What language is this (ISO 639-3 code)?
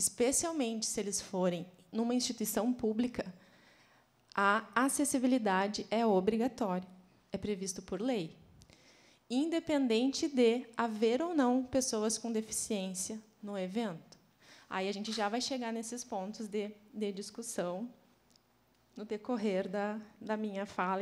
por